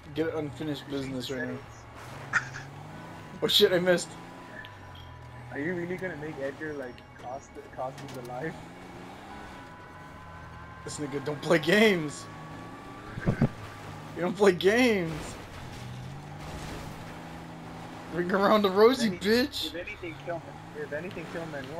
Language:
English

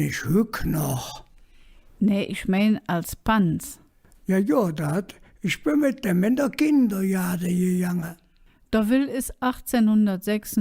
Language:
Colognian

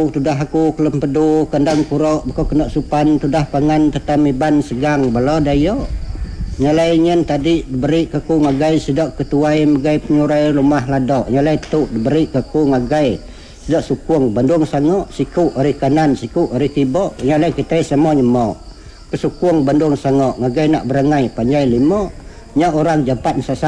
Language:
Iban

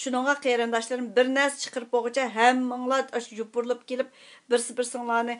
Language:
Uyghur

